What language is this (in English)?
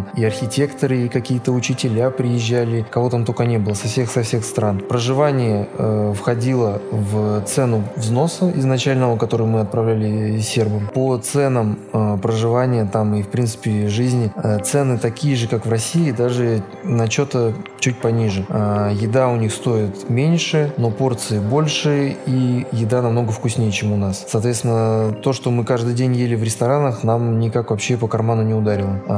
Russian